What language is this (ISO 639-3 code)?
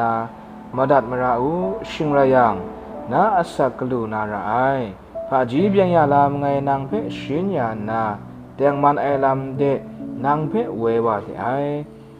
kac